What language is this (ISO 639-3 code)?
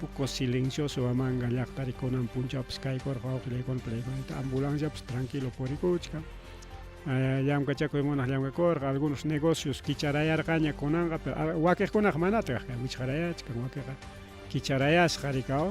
quy